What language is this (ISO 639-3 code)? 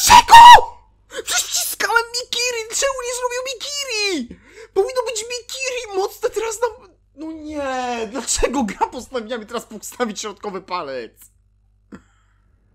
pol